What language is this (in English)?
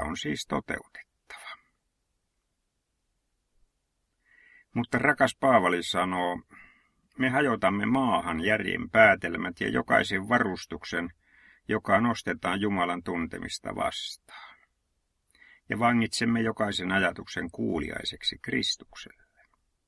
Finnish